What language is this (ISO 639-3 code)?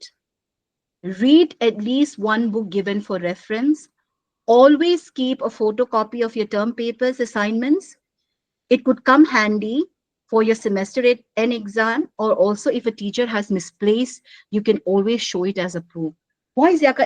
pck